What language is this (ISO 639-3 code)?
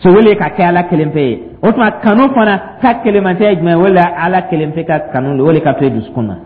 dyu